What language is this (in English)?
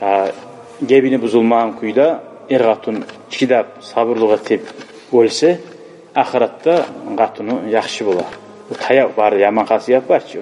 Kumyk